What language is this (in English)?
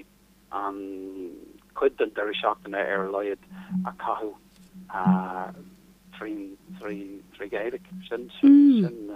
Irish